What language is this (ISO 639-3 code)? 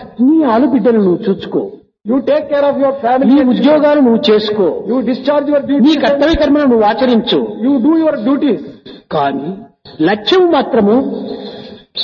tel